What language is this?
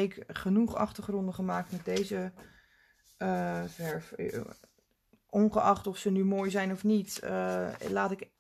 Dutch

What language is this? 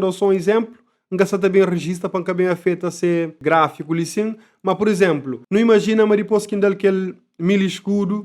Kabuverdianu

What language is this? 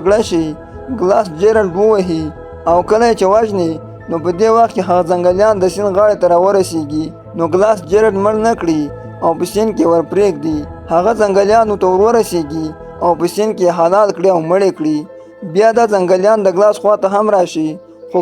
Pashto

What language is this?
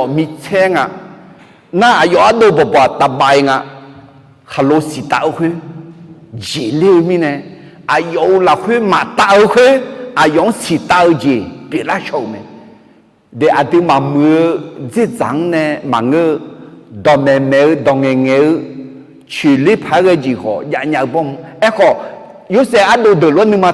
Akha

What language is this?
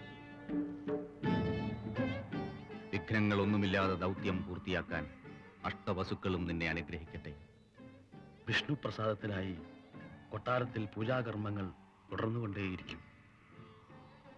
Malayalam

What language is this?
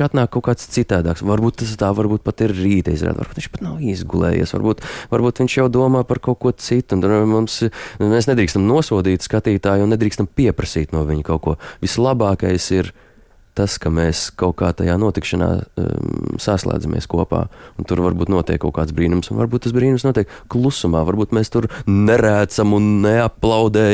Latvian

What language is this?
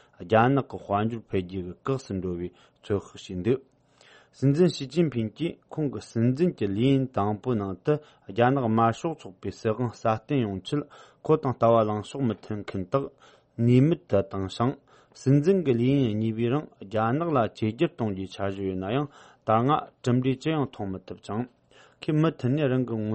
Tibetan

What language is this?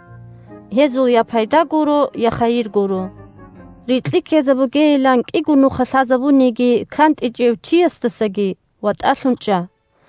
Avaric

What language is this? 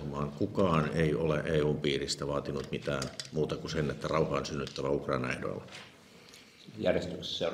Finnish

